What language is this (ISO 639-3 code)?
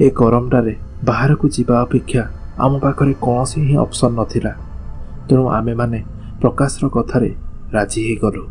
ori